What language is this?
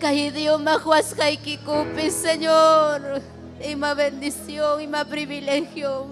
Ayacucho Quechua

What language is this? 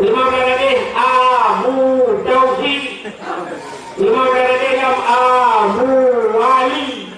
Achinese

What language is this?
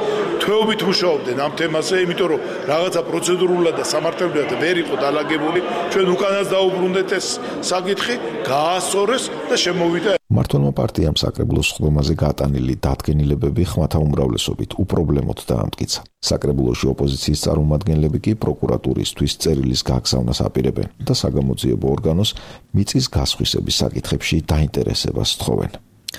Georgian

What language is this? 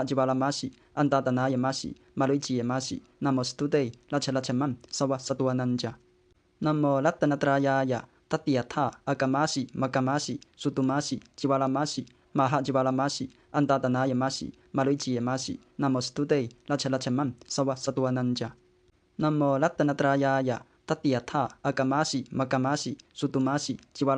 Pali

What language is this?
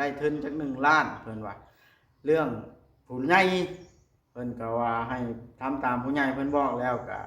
Northeastern Thai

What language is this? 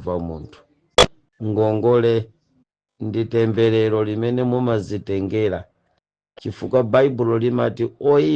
Nyanja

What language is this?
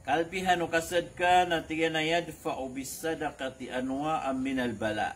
Maranao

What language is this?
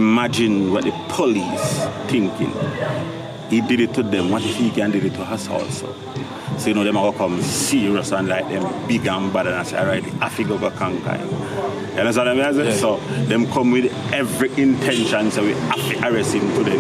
Jamaican Creole English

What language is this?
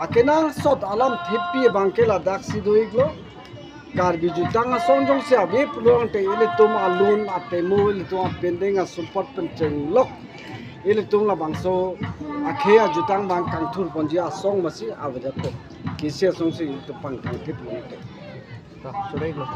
Karbi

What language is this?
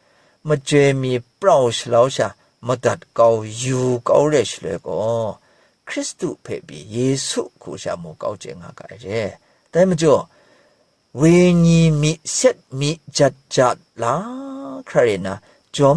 Kachin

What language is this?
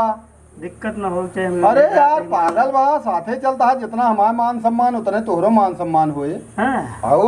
Awadhi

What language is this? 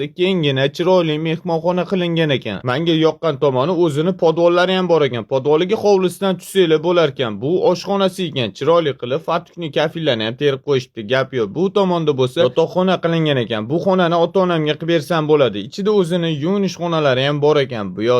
Uzbek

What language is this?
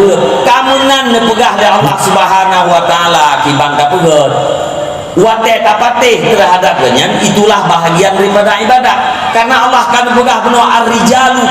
Achinese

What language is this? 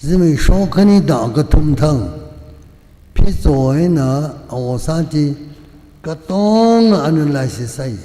Tangkhul Naga (India)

